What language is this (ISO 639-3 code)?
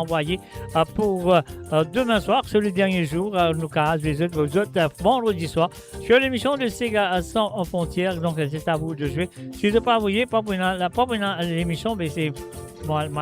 mfe